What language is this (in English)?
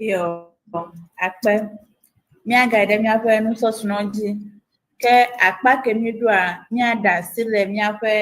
Ewe